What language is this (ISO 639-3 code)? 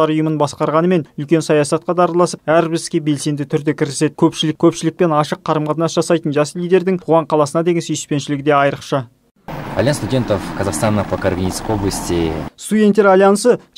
kaz